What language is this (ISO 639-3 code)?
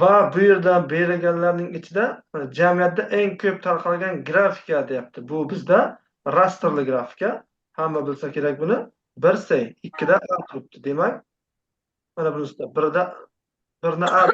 uzb